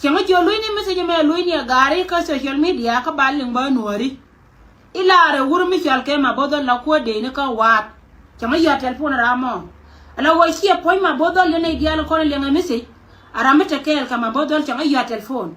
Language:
Nuer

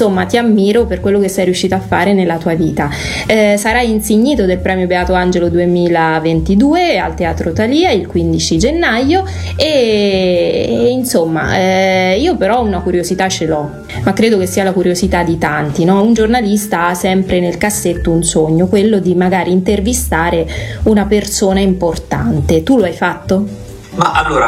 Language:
Italian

